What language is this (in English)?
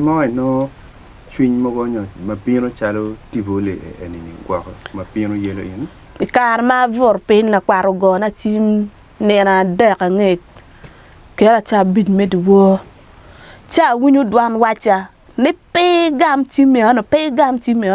Acoli